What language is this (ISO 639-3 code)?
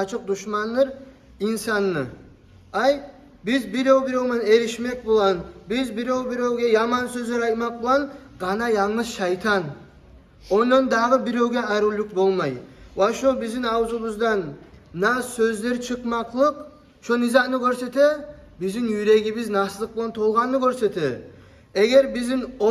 kum